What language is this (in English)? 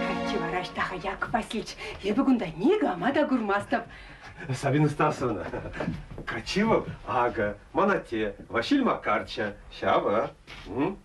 Chuvash